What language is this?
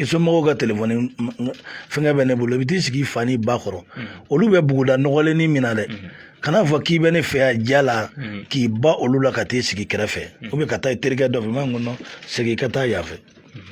Bambara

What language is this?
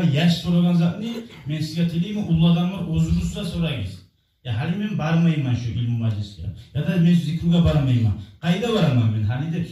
Kumyk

